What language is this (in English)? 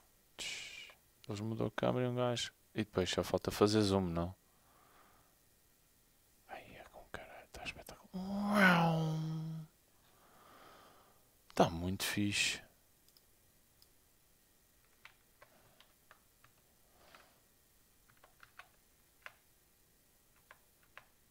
Portuguese